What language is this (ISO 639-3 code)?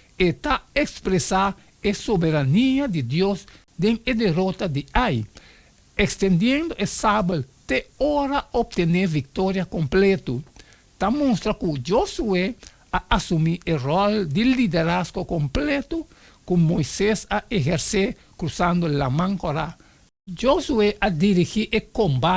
pap